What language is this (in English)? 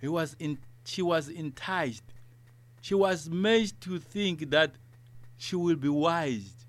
Tsonga